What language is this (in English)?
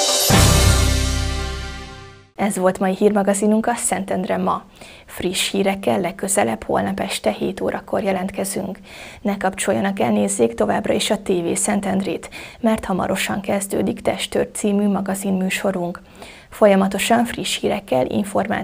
Hungarian